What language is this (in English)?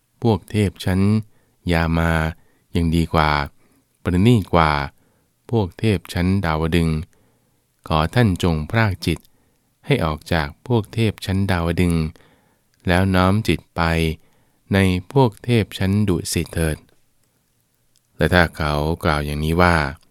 Thai